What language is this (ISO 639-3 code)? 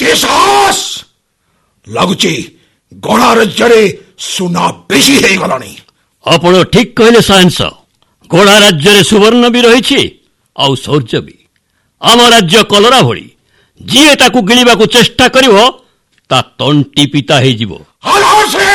ori